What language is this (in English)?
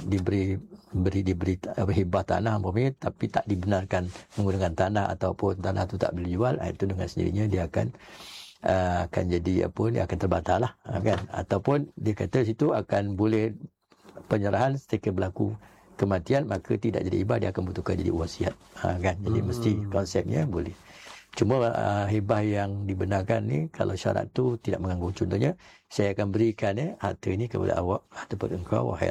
Malay